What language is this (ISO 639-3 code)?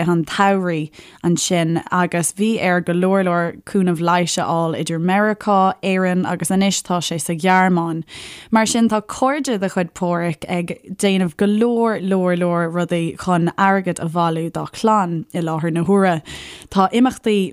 gle